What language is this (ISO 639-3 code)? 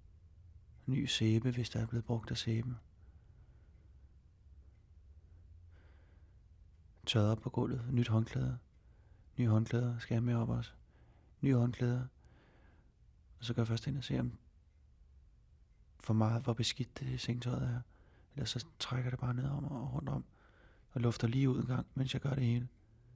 dan